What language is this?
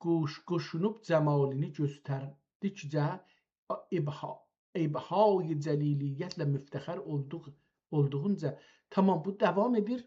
South Azerbaijani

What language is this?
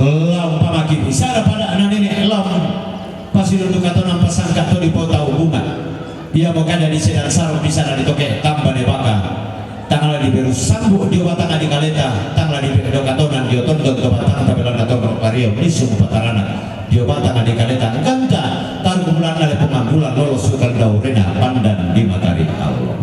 Toraja-Sa'dan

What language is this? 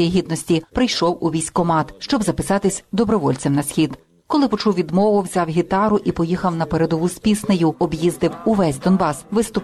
Ukrainian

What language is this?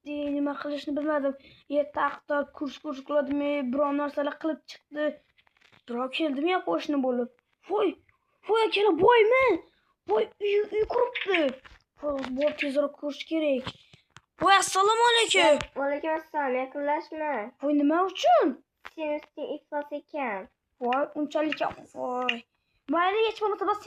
Uzbek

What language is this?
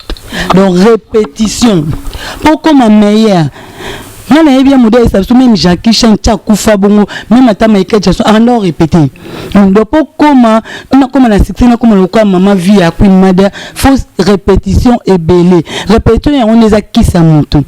Lingala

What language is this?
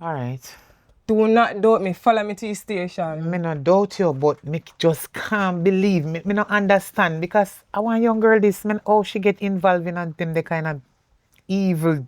Jamaican Creole English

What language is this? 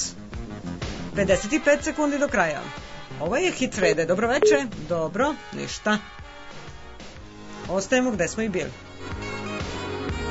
Serbian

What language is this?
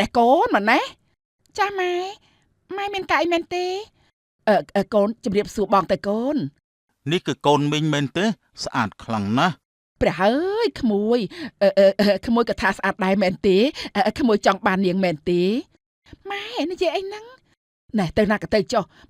Khmer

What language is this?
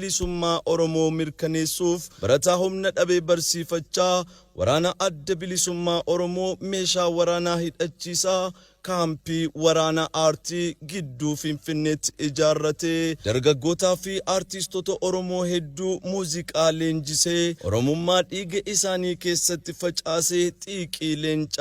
Oromo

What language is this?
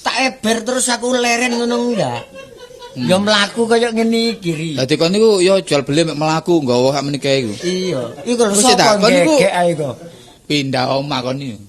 Javanese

